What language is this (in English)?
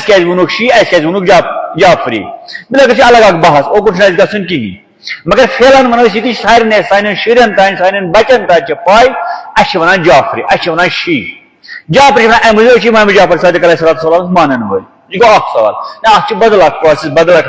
Kashmiri